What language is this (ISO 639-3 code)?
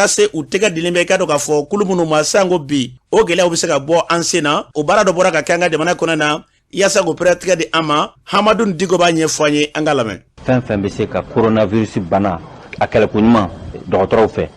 bam